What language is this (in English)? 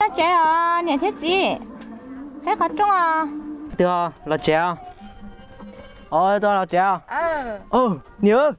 Hmong